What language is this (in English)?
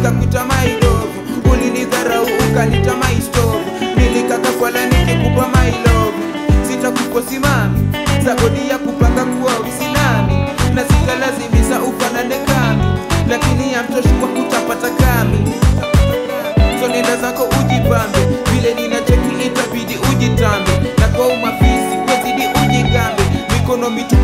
Swahili